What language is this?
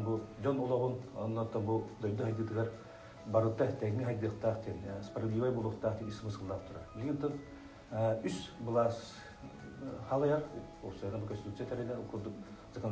Yakut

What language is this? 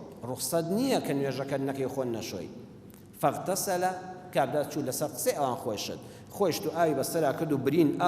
Central Kurdish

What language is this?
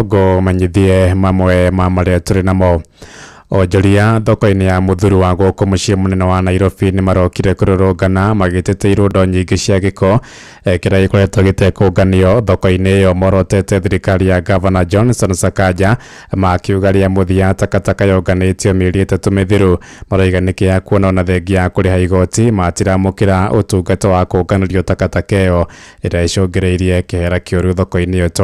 Kikuyu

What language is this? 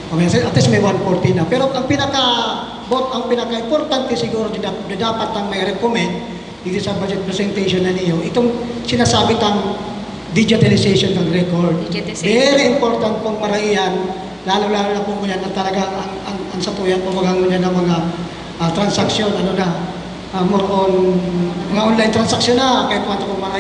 Bikol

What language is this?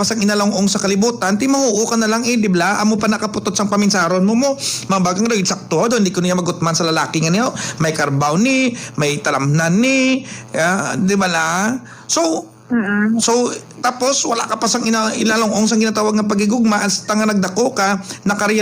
Hiligaynon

